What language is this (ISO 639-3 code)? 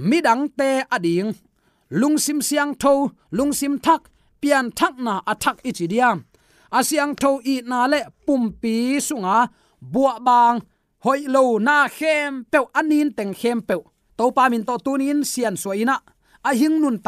ctd